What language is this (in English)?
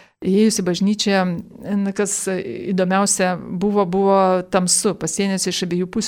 Lithuanian